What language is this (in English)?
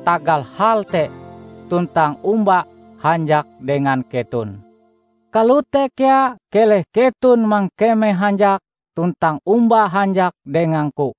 Ngaju